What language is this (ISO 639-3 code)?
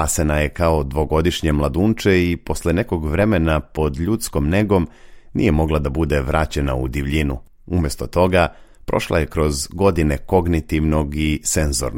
srp